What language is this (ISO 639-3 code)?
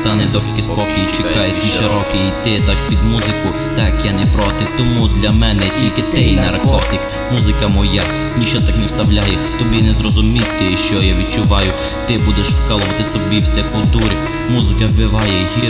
ukr